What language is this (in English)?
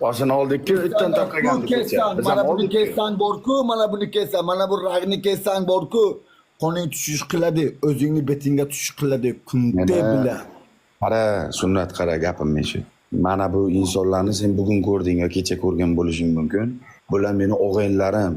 Uzbek